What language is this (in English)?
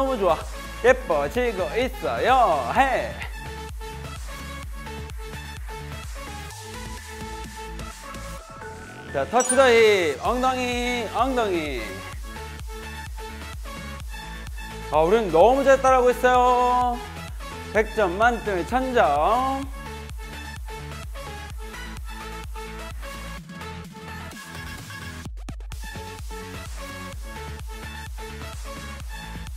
Korean